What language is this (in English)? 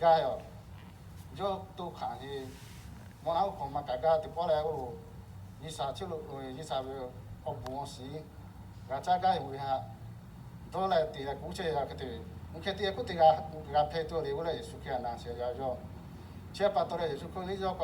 Lahu